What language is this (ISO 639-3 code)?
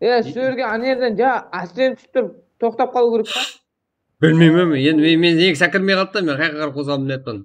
kaa